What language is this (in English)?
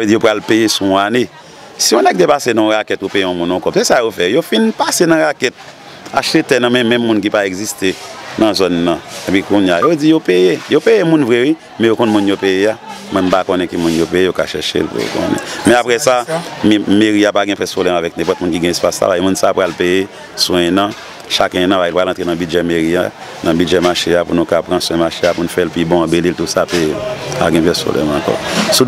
Haitian Creole